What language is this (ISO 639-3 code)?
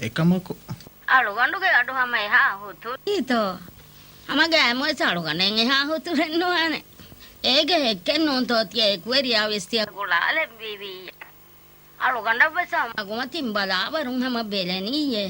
div